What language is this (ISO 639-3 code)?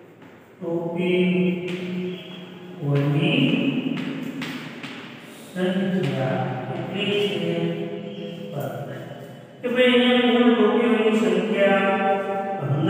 guj